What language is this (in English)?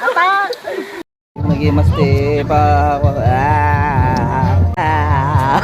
Iloko